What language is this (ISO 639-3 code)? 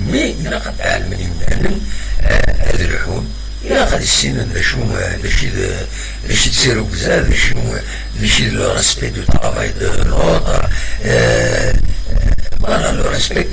kab